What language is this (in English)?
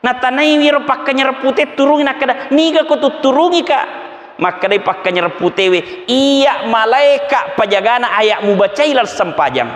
Buginese